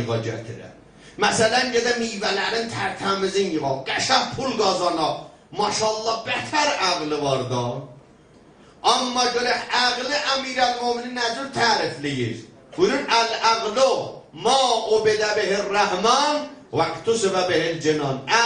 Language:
South Azerbaijani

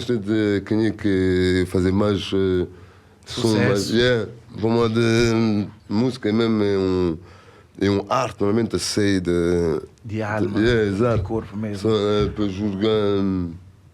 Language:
Kabuverdianu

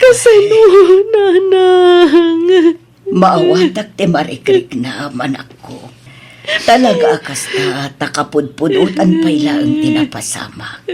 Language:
Iloko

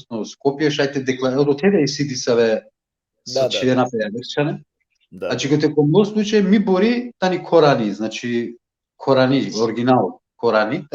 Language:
Balkan Romani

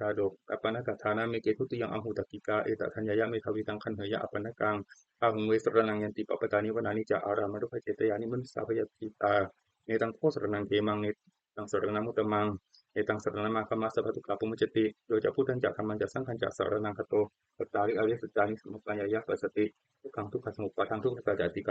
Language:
Pali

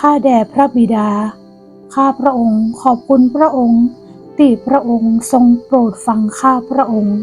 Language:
Northern Thai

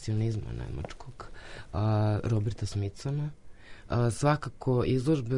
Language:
Serbian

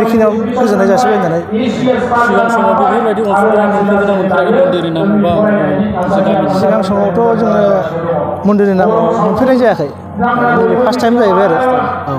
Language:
Bodo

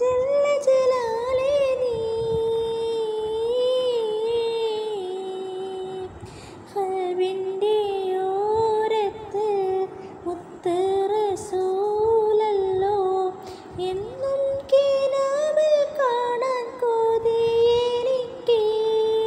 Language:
Malayalam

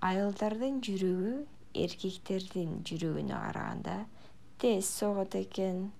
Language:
Kyrgyz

